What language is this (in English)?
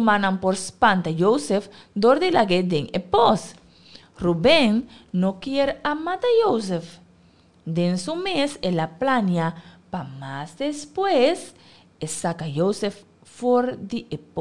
Papiamento